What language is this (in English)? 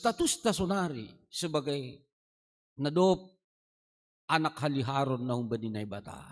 Batak Simalungun